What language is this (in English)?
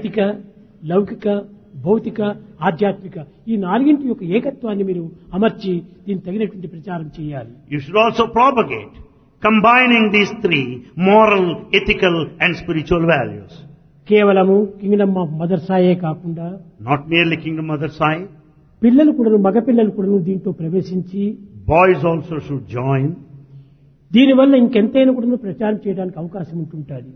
Telugu